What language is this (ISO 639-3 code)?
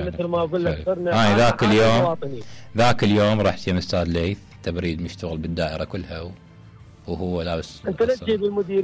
acm